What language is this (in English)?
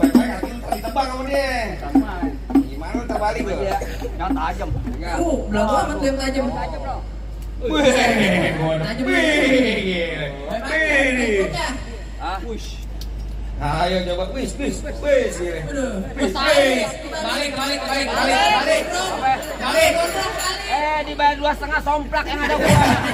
Betawi